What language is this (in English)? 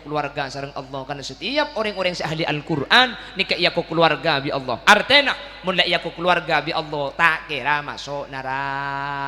Madurese